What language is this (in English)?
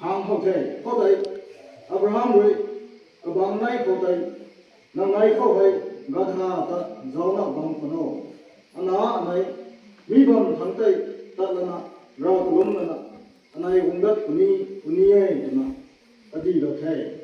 Rongmei Naga